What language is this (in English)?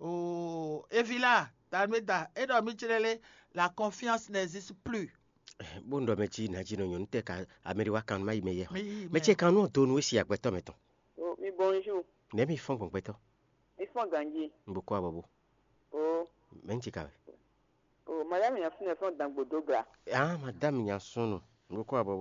Fon